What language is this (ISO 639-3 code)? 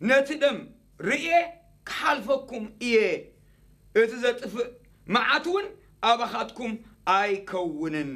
tir